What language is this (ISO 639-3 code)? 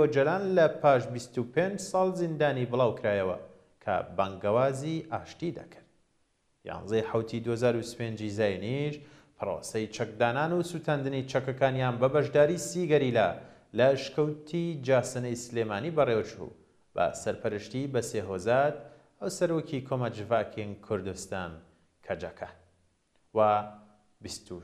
ckb